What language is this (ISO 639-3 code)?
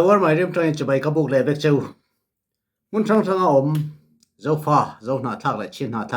cfm